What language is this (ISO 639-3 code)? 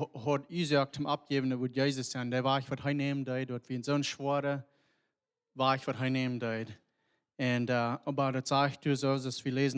pdt